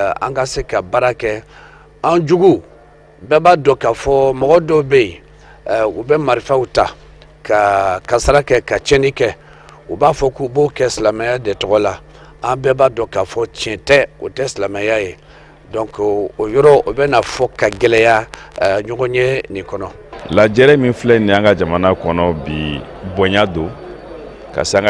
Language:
Bambara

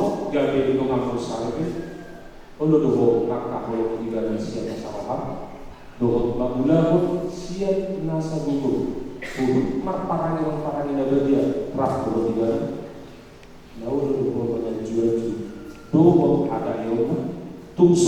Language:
Batak Toba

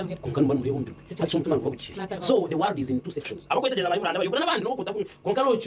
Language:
Nyankole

